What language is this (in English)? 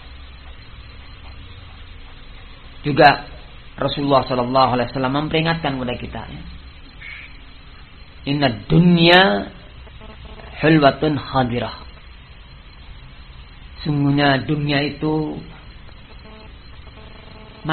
Indonesian